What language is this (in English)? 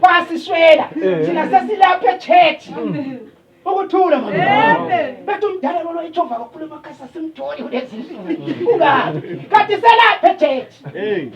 Zulu